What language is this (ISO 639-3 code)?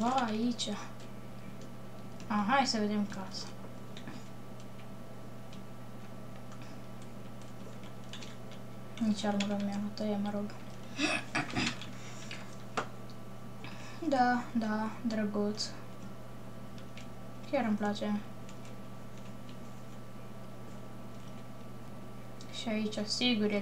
ron